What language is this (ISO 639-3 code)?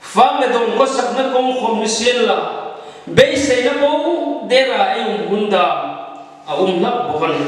hmr